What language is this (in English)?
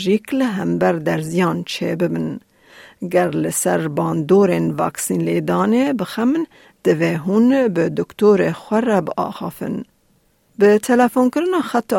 Kurdish